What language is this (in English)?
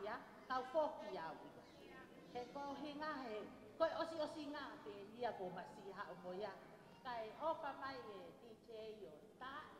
Tongan